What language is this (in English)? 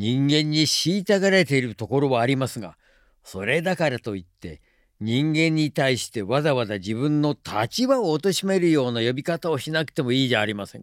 Japanese